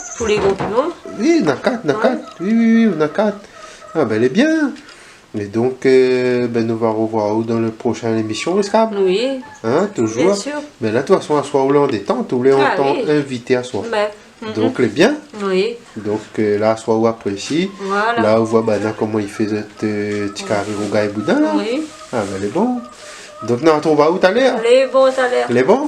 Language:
Réunion Creole French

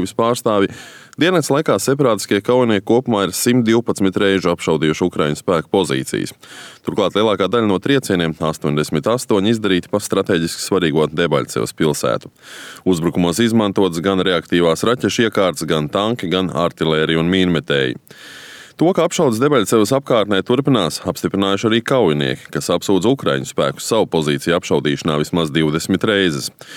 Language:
Latvian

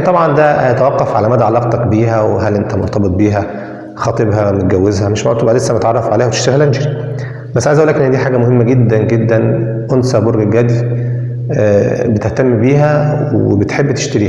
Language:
Egyptian Arabic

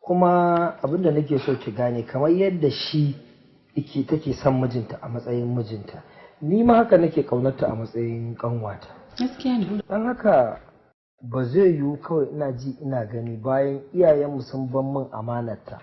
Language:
Hausa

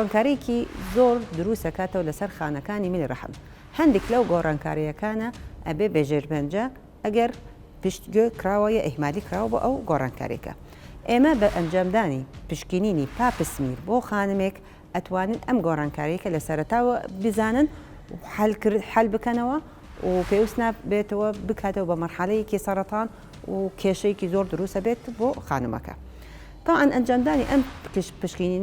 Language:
Central Kurdish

